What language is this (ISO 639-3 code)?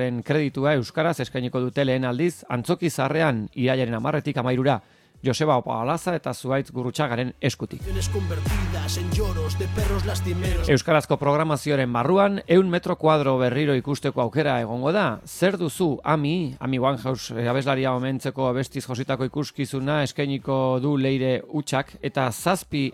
eus